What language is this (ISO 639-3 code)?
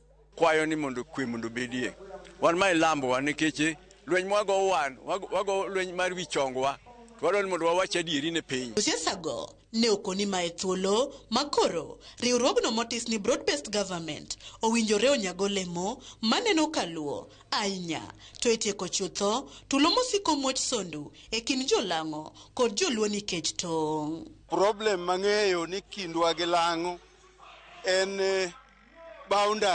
luo